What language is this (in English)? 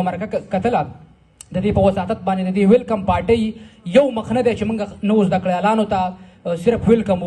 Pashto